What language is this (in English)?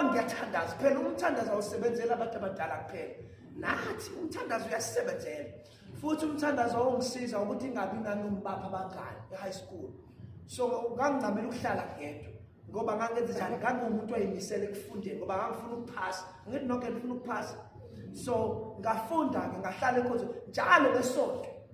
Zulu